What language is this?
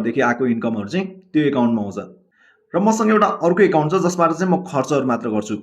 Nepali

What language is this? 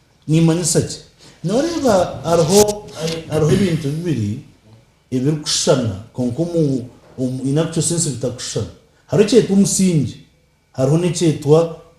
Nyankole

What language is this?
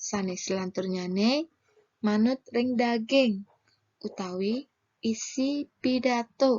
Balinese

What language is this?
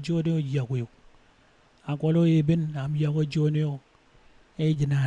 Marshallese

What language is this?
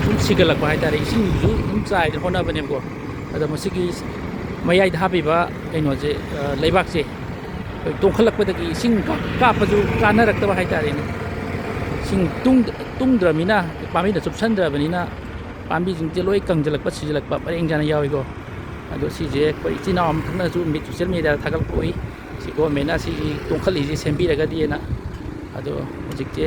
Manipuri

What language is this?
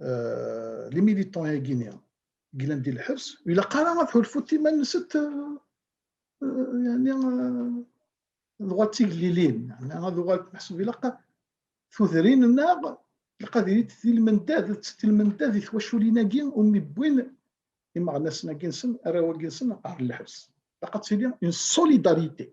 Kabyle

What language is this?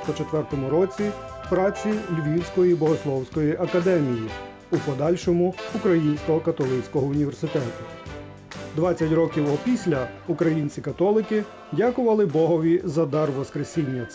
Ukrainian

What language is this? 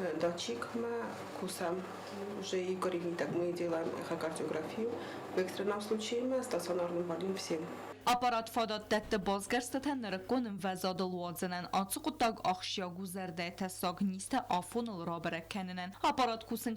Ossetic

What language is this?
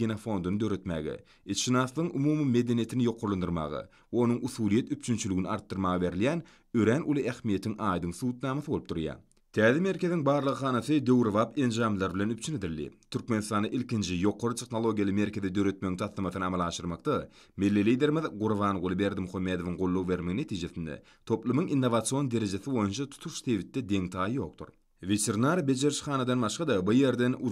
Turkmen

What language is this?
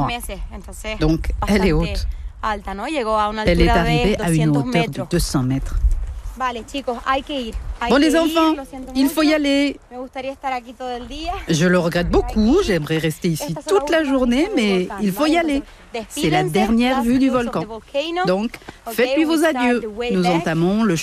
French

